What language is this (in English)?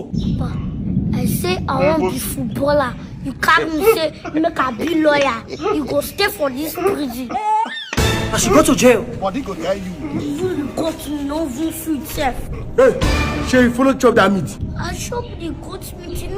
Nigerian Pidgin